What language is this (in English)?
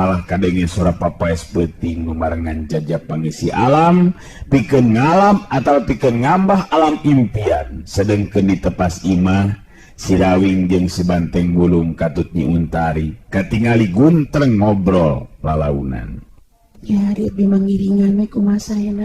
Sundanese